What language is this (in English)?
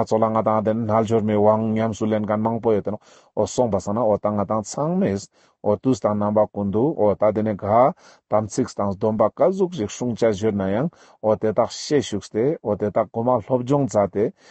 Ladakhi